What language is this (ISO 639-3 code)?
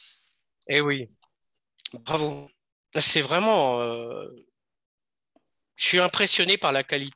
fra